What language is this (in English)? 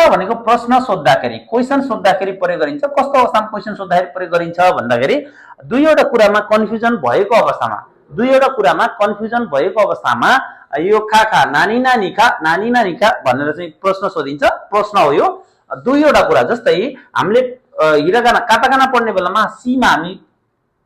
Nepali